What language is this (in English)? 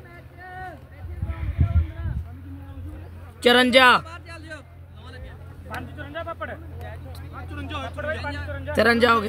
Punjabi